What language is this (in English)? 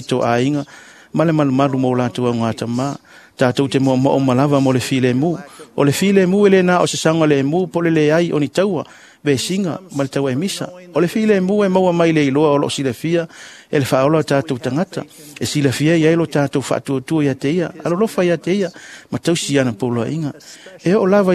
Samoan